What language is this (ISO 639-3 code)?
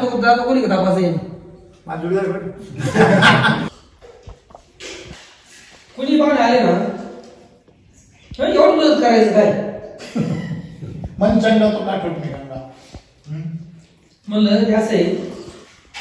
mar